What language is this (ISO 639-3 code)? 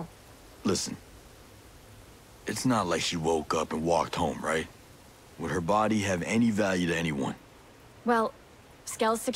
eng